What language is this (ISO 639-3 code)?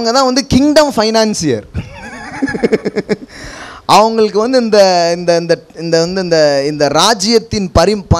tam